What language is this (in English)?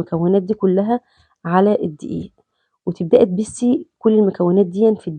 Egyptian Arabic